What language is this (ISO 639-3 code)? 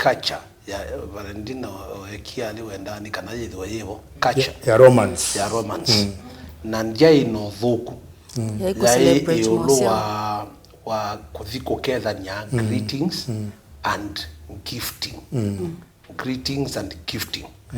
kam